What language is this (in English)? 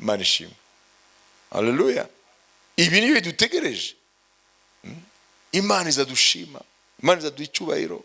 Kinyarwanda